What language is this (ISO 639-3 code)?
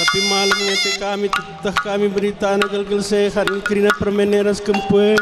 btx